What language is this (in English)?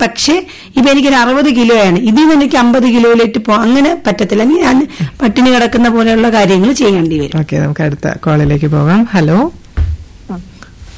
Malayalam